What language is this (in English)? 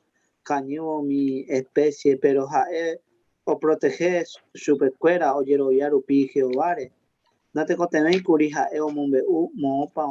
Guarani